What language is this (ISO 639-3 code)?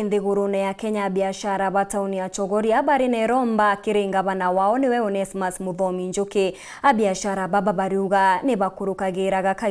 mer